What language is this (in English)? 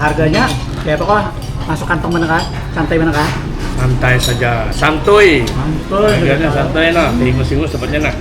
Banjar